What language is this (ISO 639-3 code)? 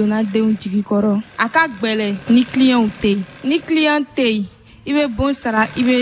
bam